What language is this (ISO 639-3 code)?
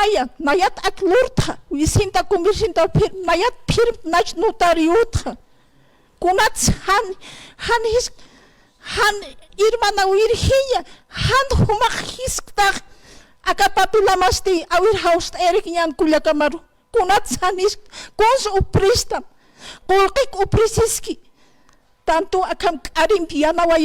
aym